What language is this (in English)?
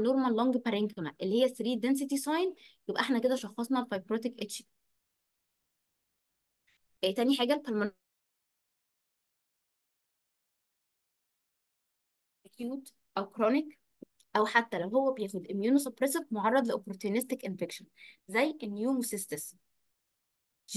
Egyptian Arabic